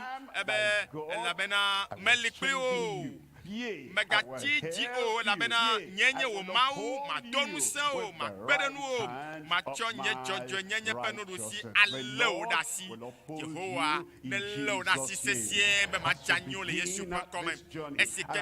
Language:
Ewe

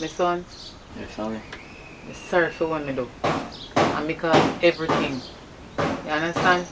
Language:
Jamaican Creole English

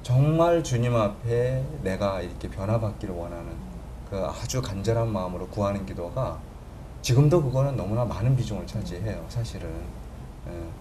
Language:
Korean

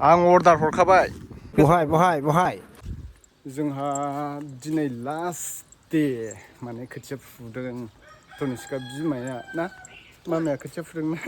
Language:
Bodo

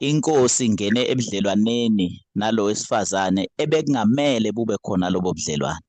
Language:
Zulu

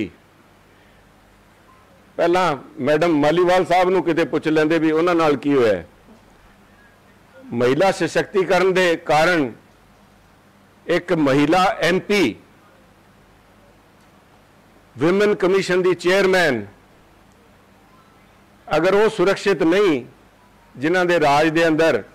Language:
Punjabi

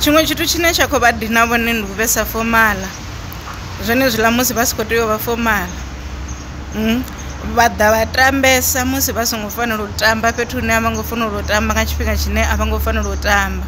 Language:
Venda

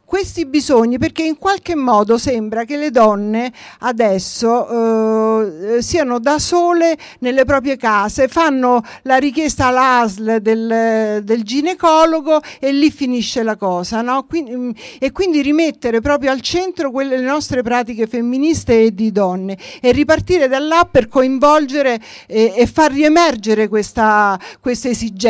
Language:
Italian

